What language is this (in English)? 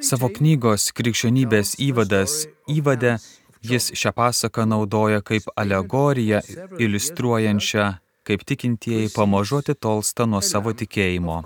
Lithuanian